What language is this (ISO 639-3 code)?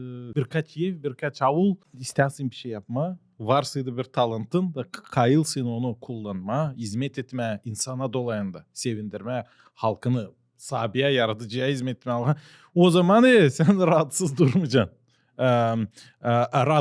gag